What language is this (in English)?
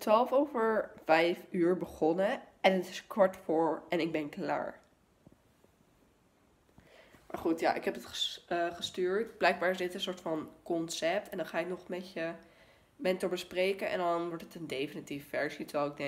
Dutch